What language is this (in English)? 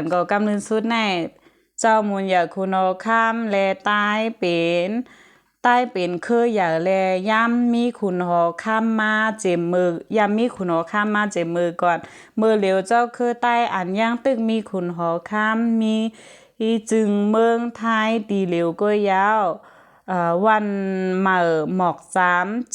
Shan